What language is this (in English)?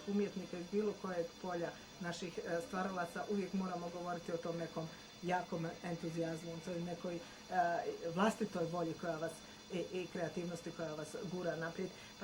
Bosnian